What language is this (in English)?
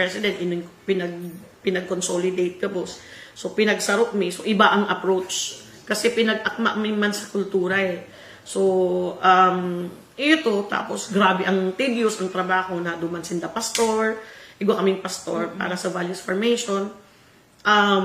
Bikol